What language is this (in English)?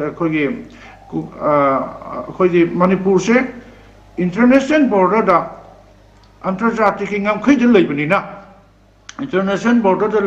Manipuri